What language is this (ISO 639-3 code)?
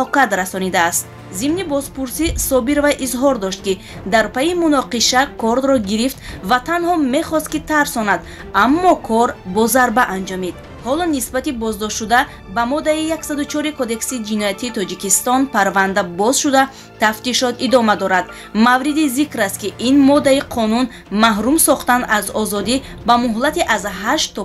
tgk